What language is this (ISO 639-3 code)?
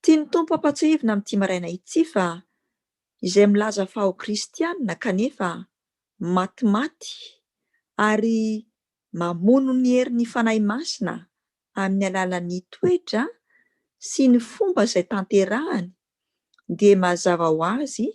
mlg